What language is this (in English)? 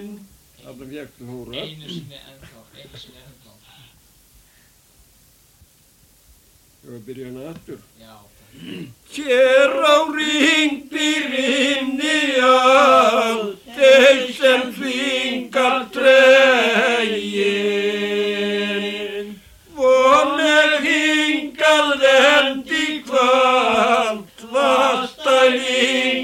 Icelandic